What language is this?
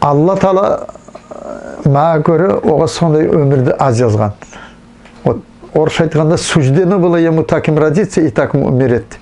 Nogai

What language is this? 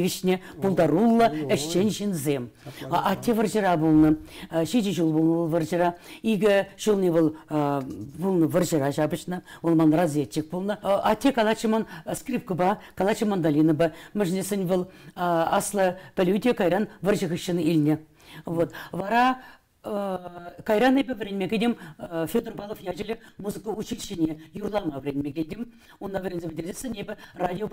Chuvash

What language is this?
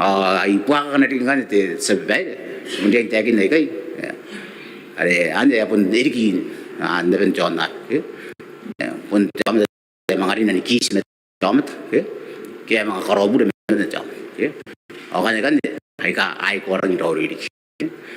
Gilbertese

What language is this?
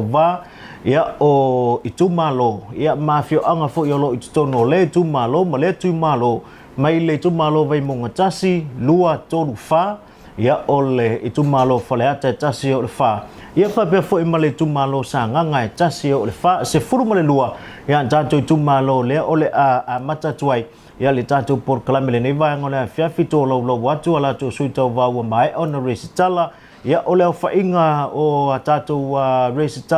Samoan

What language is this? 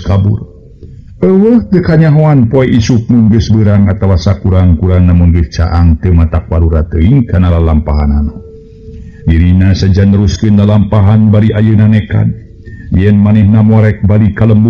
Sundanese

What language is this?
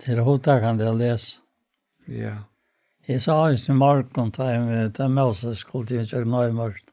Faroese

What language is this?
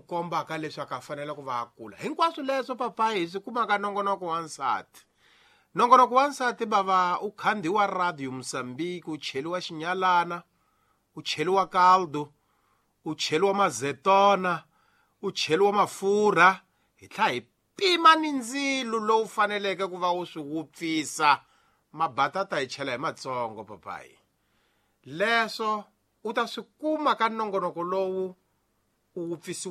Tsonga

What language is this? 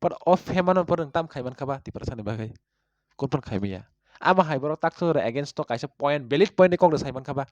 Kok Borok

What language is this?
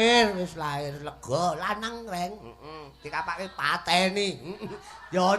Javanese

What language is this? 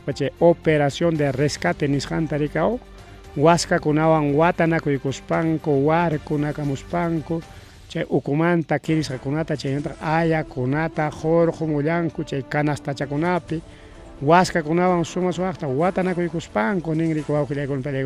Ayacucho Quechua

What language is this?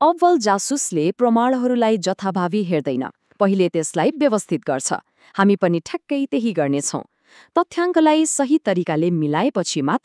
Nepali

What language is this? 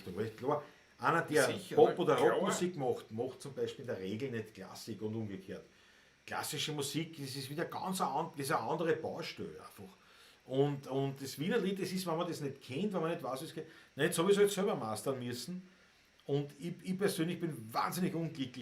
Bavarian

